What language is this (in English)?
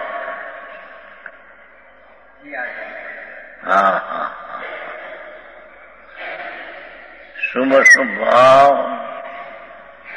Gujarati